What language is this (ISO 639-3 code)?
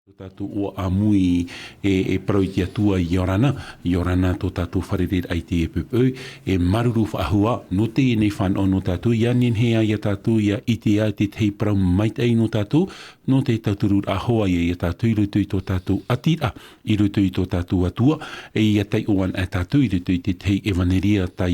tah